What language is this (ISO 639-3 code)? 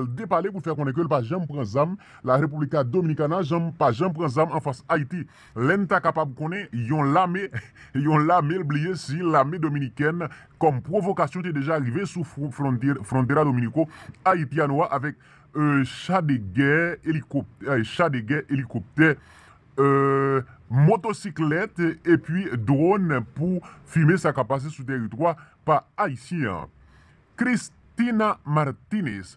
hat